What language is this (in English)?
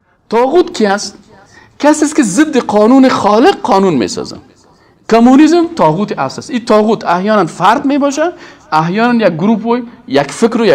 Persian